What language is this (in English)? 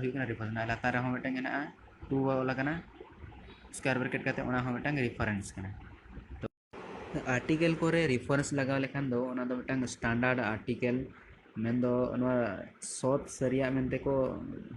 Santali